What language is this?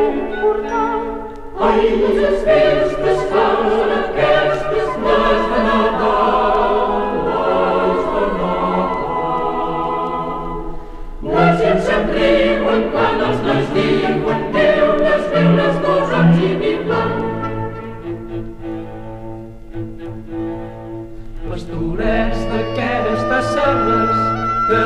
Catalan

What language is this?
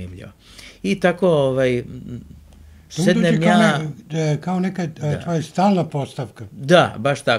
Serbian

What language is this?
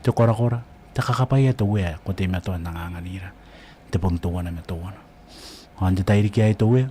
Gilbertese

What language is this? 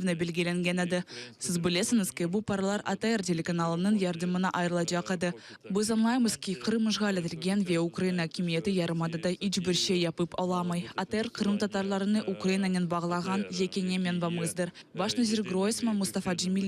Crimean Tatar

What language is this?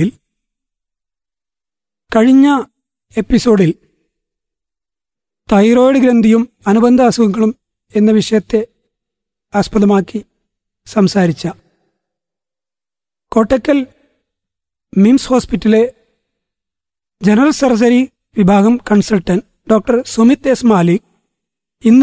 Malayalam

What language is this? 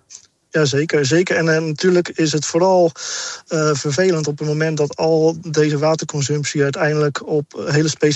Dutch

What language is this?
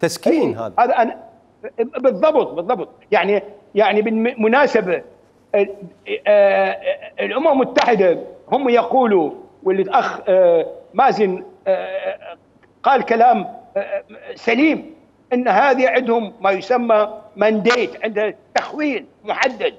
Mesopotamian Arabic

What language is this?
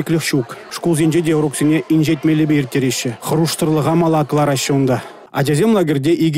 Chuvash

